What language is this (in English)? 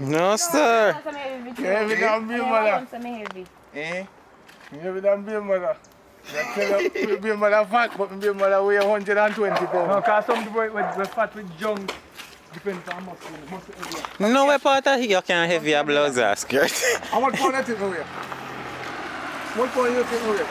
Jamaican Creole English